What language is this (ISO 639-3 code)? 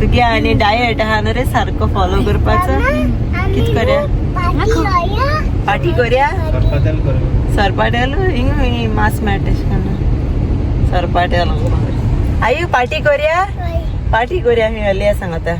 kok